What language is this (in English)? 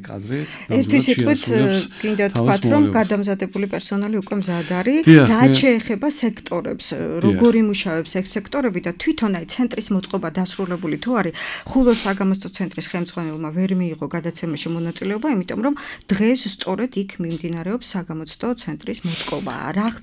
Georgian